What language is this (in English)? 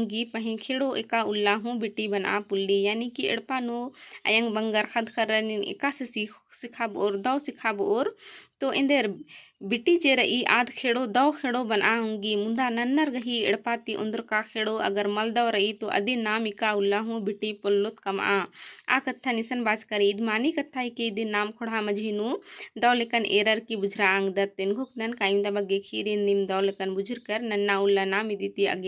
Kurukh